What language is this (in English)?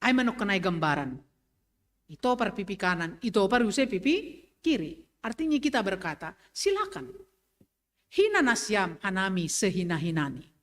Batak Simalungun